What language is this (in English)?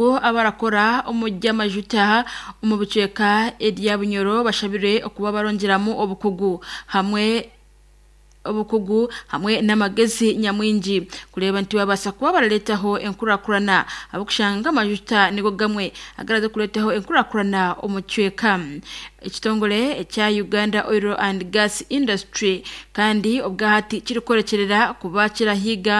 Nyankole